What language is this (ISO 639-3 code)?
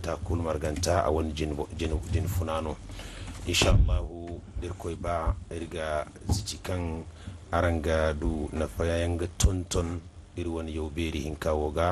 dje